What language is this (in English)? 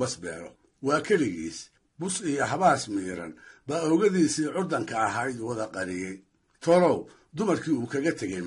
Somali